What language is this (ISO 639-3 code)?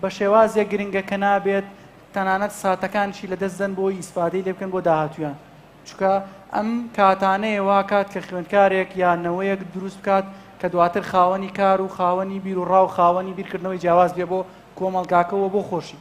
ckb